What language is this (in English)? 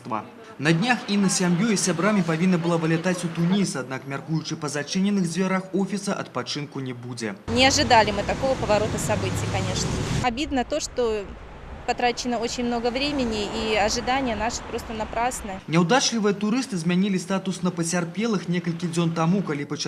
Belarusian